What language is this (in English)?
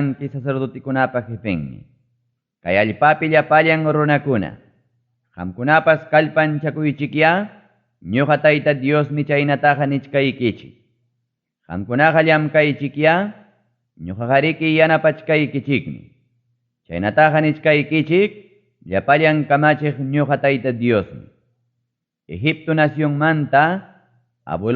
Ayacucho Quechua